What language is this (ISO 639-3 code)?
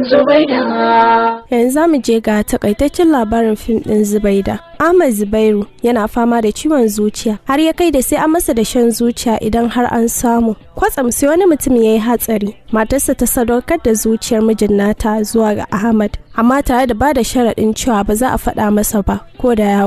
hau